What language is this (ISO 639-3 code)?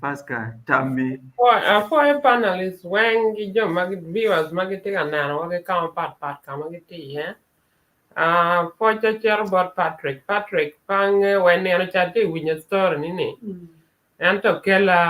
ach